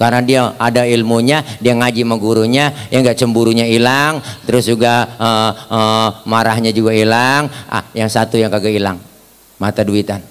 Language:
Betawi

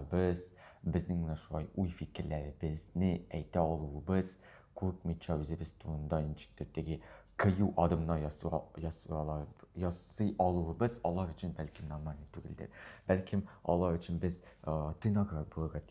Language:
Tatar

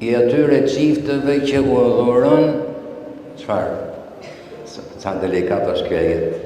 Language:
Albanian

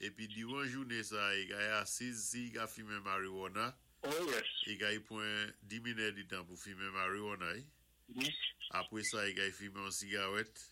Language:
Saint Lucian Creole French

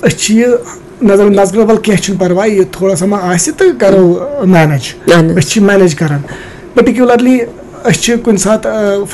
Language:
Kashmiri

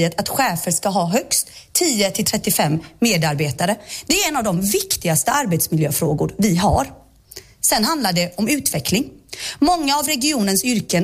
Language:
Swedish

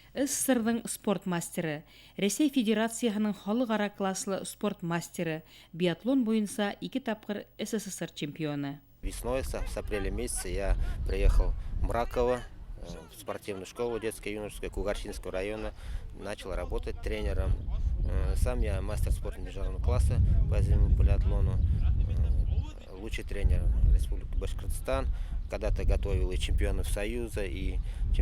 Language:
Bashkir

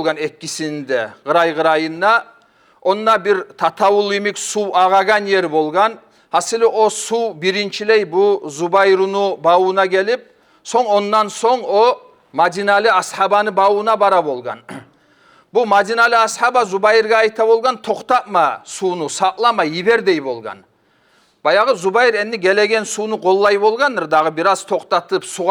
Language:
Kumyk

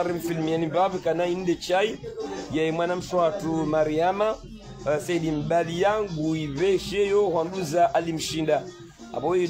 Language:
Swahili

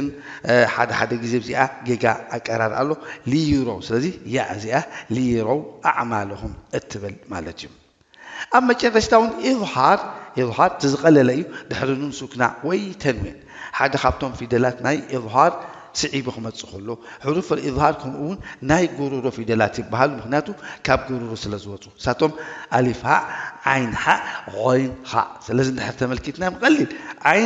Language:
Tigrinya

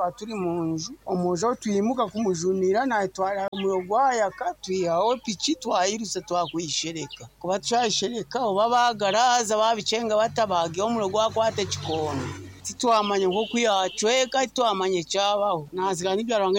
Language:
Nyankole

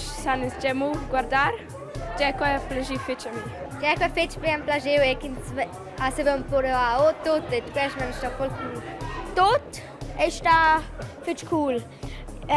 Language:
Romansh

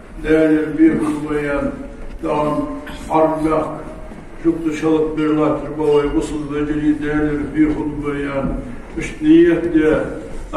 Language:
Ingush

